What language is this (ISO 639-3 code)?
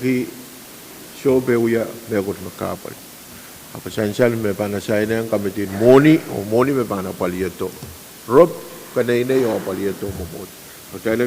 pon